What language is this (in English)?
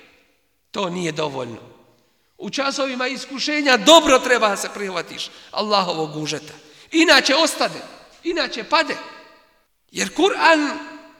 Bosnian